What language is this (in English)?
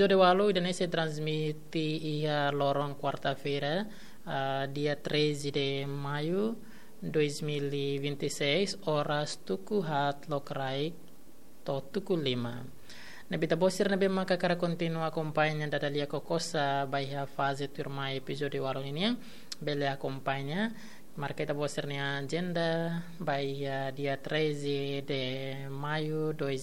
Tetum